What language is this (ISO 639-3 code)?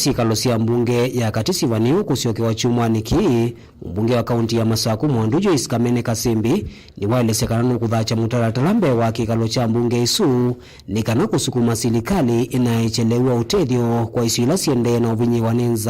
kam